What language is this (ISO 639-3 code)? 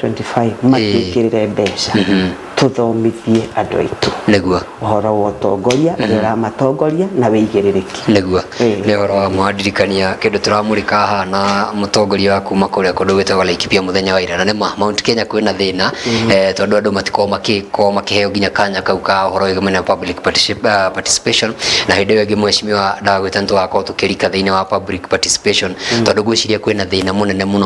kik